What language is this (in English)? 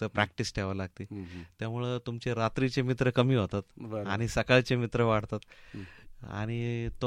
Marathi